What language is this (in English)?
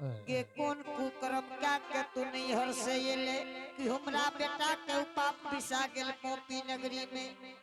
Angika